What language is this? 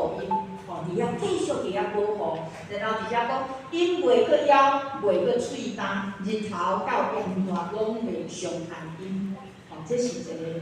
Min Nan Chinese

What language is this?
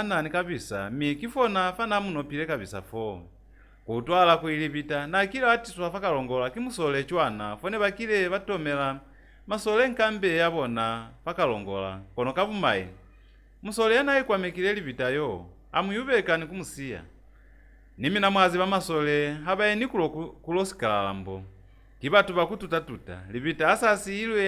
Lozi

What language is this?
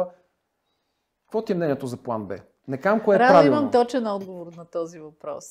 Bulgarian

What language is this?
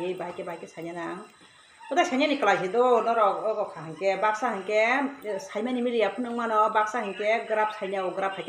Kok Borok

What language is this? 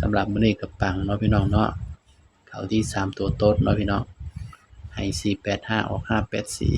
Northeastern Thai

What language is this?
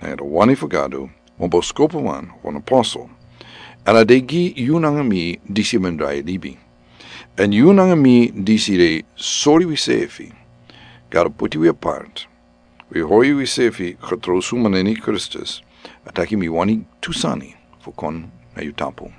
Sranan Tongo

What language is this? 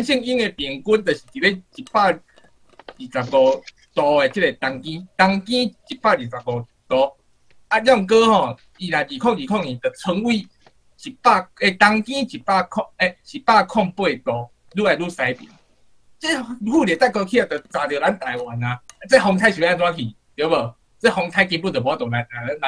Min Nan Chinese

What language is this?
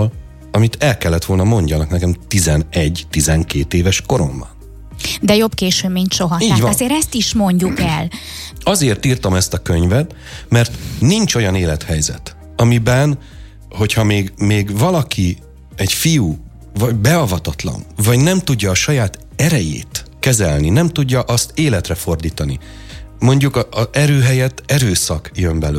Hungarian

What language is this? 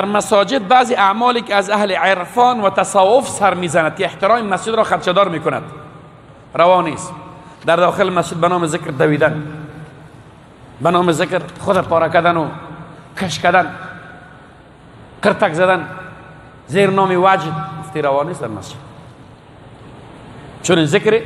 Persian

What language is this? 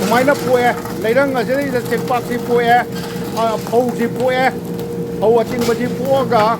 Manipuri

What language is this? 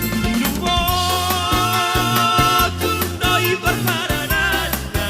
Batak Toba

